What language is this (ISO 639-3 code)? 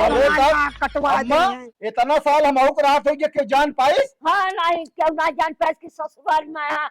awa